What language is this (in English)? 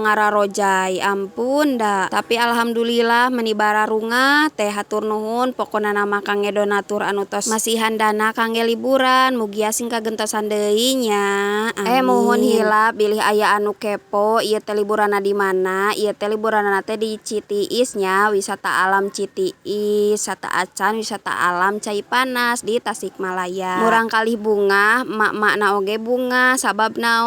Sundanese